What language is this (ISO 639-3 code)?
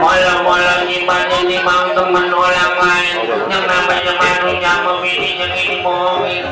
bew